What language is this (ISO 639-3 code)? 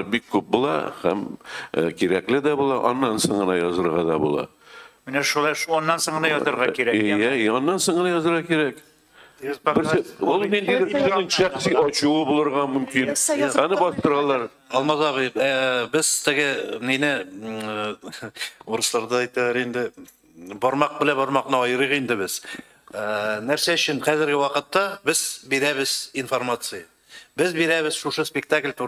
tat